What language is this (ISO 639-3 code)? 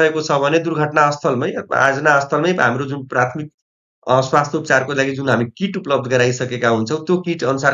nep